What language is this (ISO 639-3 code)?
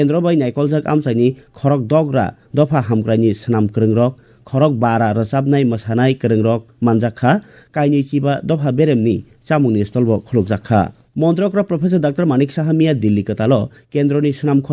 trp